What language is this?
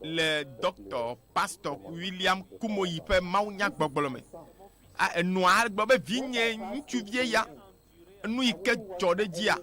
Ewe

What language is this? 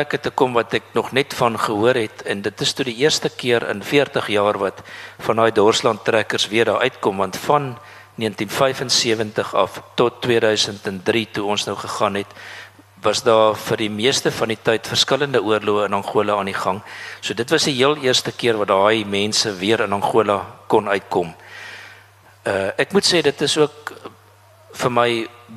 Afrikaans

